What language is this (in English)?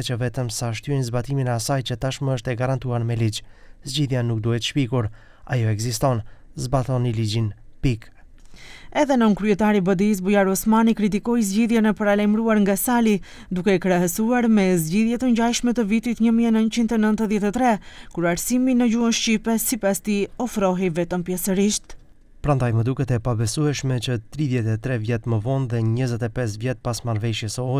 Albanian